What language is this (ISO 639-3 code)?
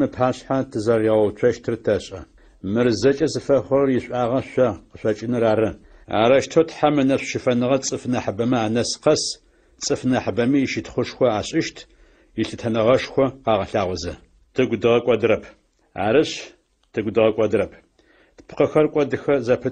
ady